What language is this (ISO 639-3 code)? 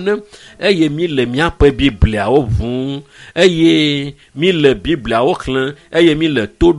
ewe